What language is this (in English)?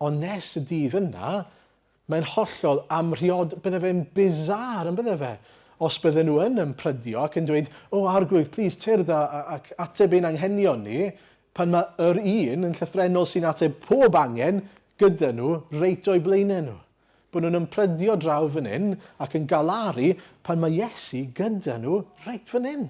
Welsh